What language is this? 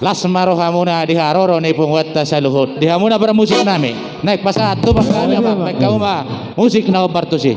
Batak Toba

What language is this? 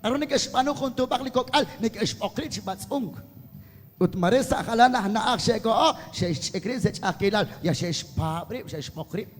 Kekchí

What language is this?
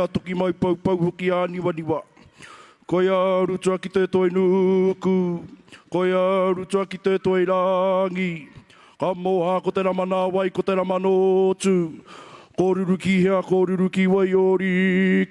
Māori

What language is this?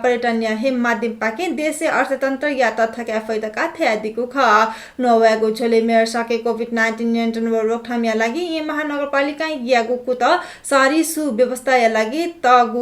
Newari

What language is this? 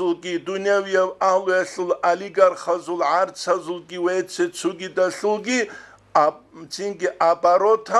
Avaric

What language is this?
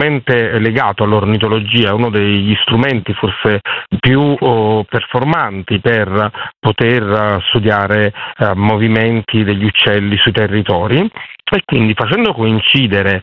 Italian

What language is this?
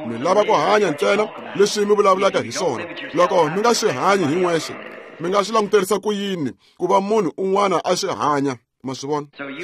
Tsonga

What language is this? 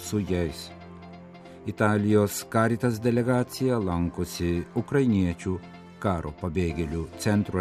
Lithuanian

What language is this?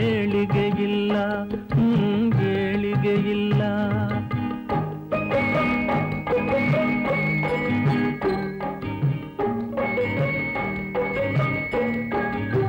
Kannada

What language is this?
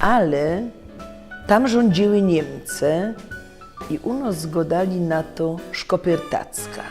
Silesian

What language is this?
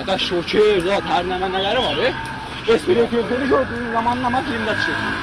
South Azerbaijani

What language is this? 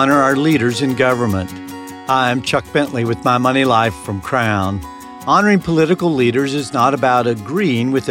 English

